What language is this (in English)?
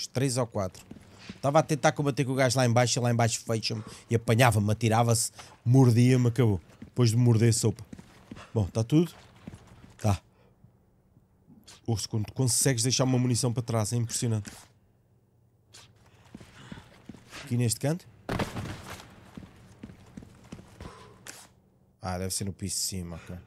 Portuguese